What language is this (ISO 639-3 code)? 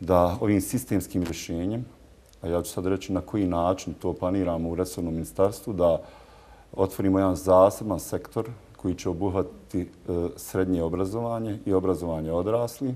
bos